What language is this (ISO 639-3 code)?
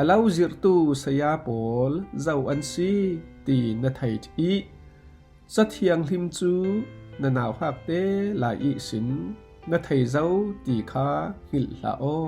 cfm